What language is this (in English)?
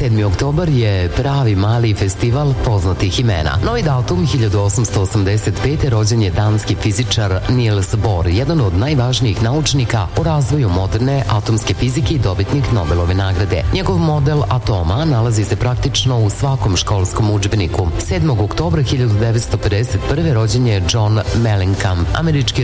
Serbian